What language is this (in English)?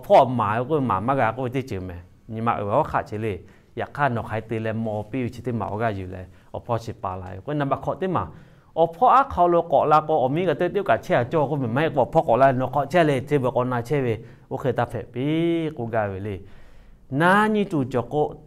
Lahu